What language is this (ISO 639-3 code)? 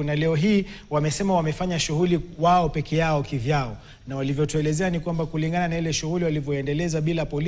swa